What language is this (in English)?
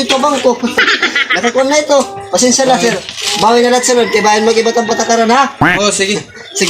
Waray